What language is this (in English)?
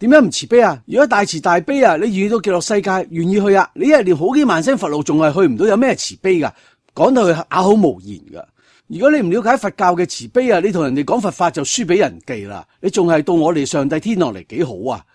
Cantonese